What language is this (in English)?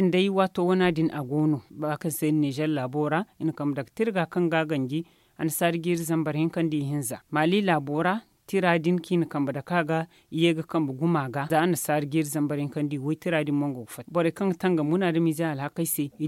Zarma